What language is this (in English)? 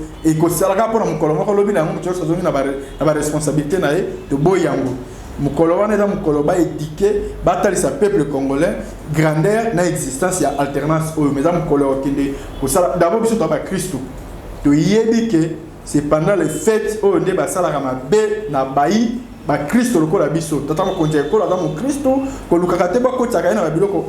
Lingala